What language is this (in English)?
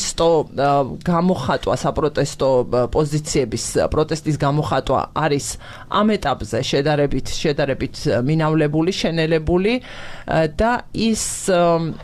Georgian